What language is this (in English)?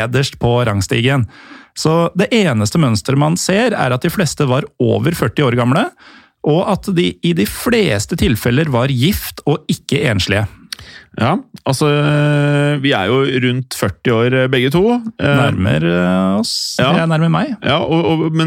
Norwegian